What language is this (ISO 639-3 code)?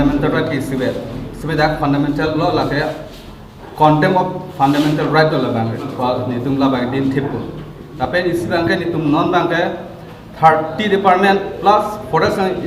mjw